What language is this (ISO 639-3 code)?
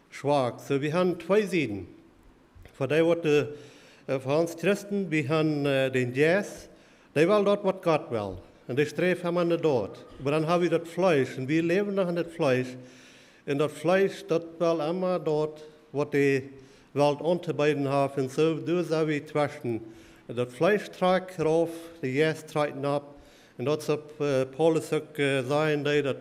pdt